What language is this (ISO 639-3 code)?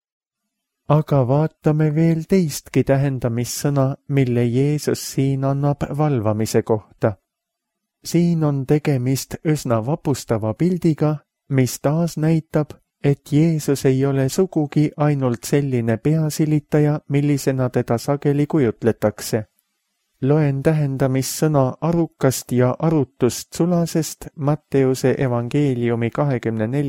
est